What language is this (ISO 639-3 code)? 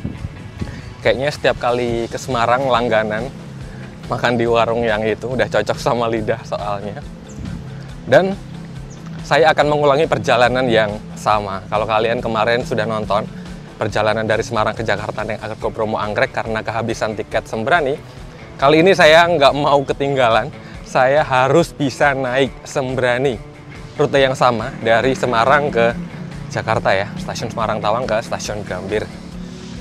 ind